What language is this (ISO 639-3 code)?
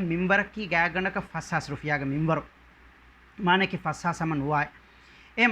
div